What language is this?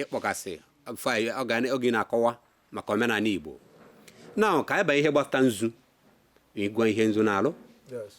Igbo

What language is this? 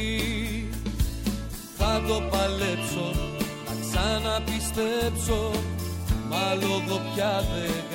Greek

